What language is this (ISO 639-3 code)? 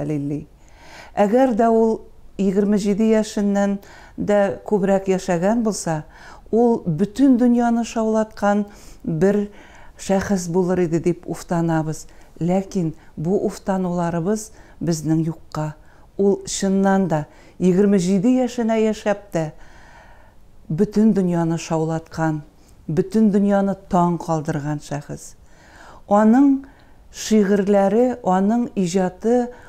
tat